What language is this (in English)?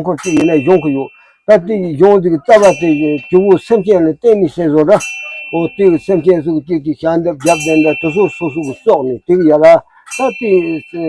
Tibetan